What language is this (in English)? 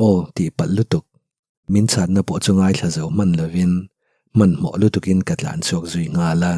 Mizo